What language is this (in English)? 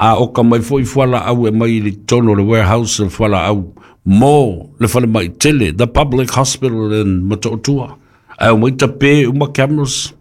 Samoan